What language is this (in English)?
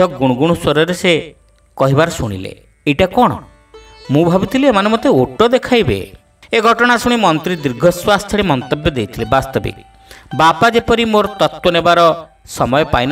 Odia